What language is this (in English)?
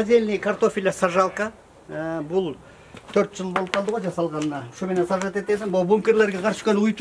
Kyrgyz